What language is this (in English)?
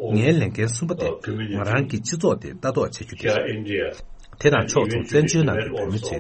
Tibetan